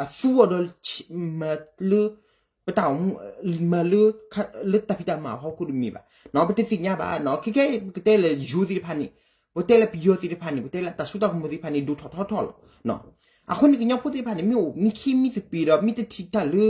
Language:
S'gaw Karen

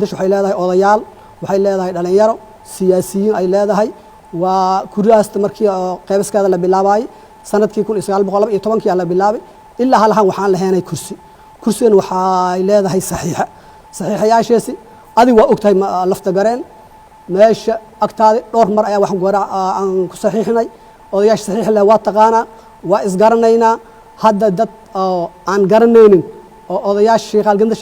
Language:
Somali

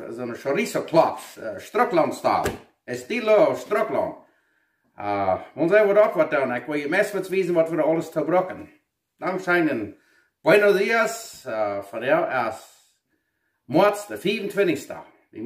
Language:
Plautdietsch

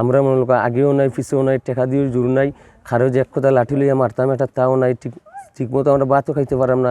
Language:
Sylheti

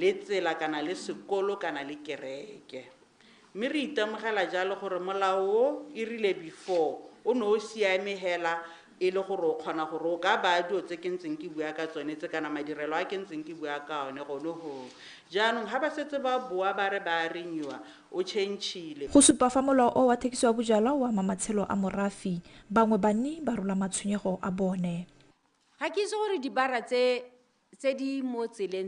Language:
Tswana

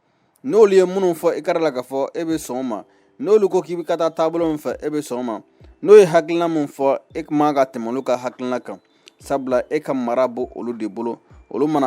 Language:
Bambara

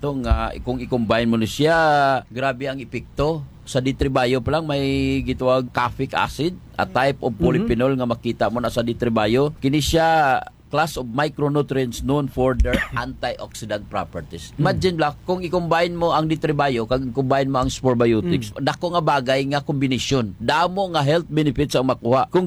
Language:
Hiligaynon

